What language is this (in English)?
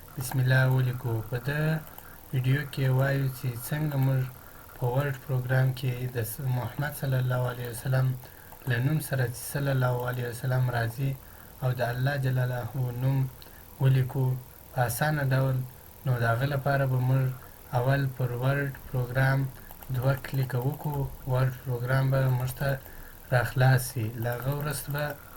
Pashto